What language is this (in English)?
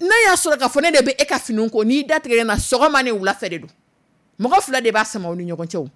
Dyula